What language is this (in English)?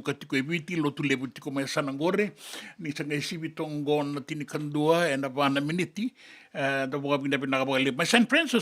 Fijian